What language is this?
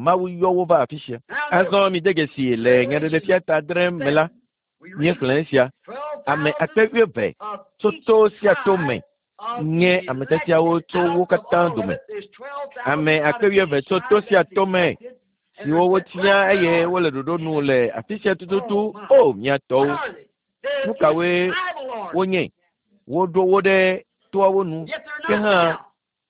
Ewe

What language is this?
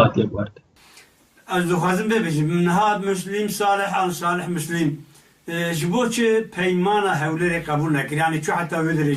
Kurdish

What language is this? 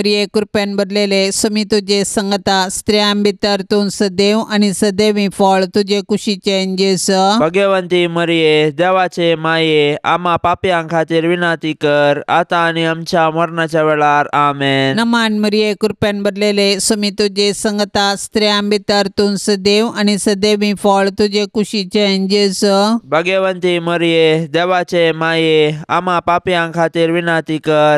Konkani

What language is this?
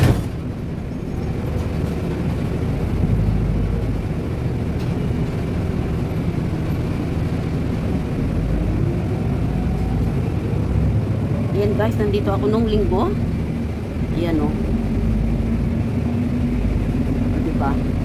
Filipino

